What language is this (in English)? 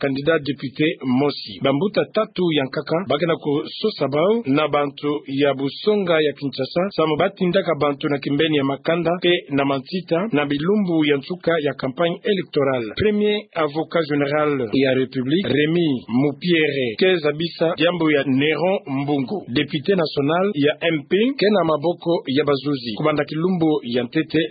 Kituba (Democratic Republic of Congo)